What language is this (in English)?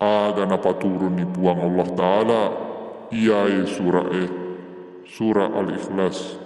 Buginese